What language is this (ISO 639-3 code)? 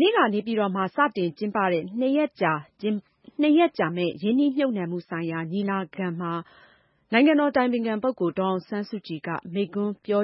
mya